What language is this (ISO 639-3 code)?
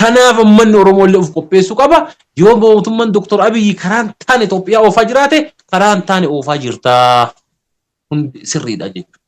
orm